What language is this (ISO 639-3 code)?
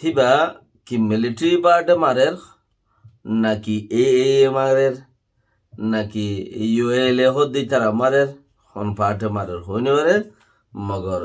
rhg